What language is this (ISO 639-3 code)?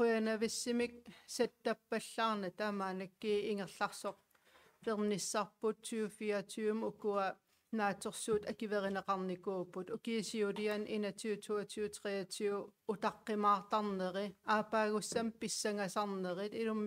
kal